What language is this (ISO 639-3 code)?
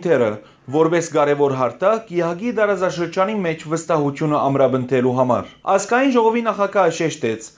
hyw